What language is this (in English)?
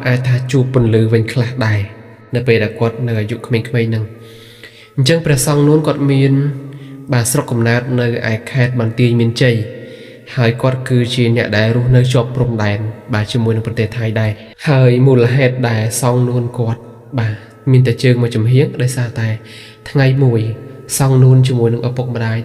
Khmer